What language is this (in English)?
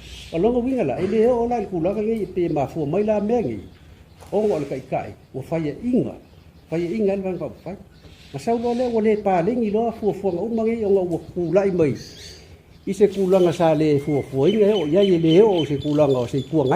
Samoan